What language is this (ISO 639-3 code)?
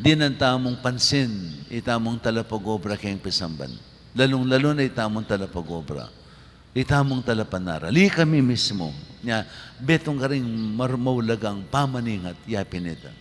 pam